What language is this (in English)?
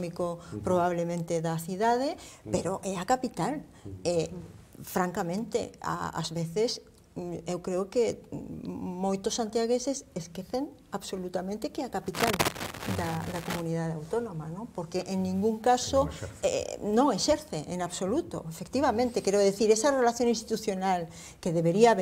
Galician